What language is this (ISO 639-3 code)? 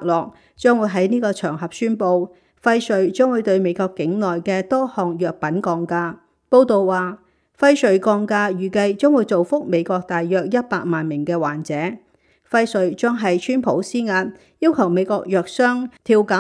yue